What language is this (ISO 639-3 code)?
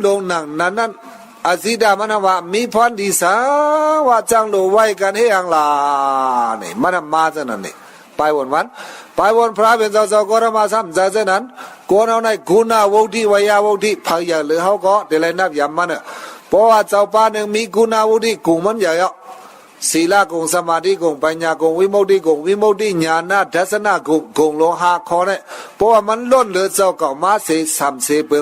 shn